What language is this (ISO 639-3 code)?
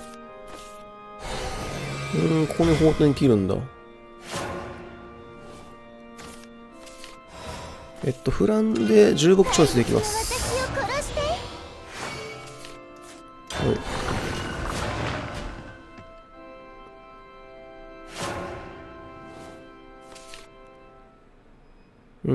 jpn